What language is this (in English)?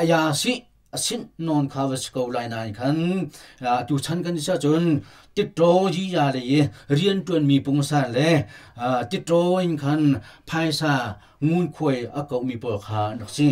Hakha Chin